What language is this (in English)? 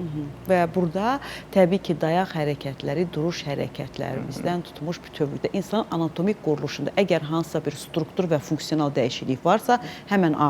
Azerbaijani